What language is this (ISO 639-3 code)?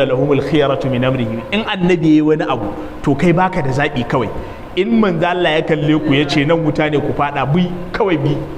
hau